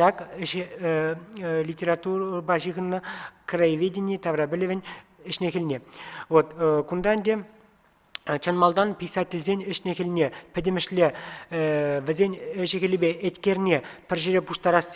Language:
Chuvash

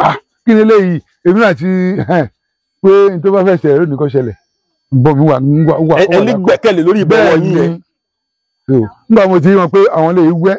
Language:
Yoruba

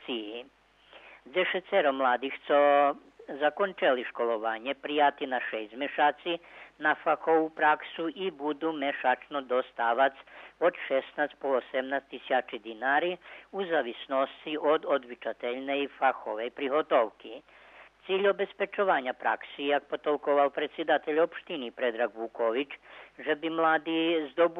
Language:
Rusyn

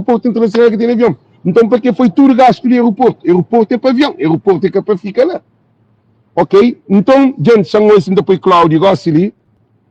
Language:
Kabuverdianu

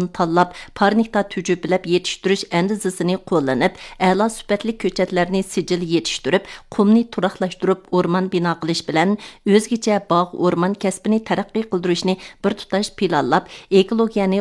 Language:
Uyghur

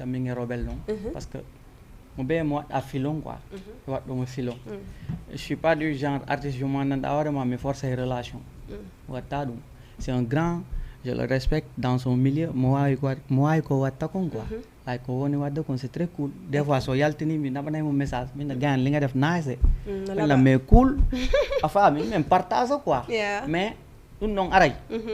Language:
Fula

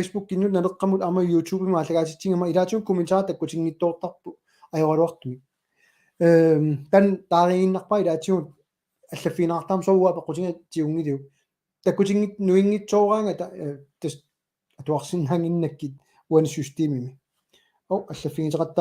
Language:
Kalaallisut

